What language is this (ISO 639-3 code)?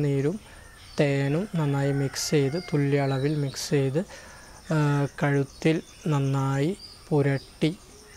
mal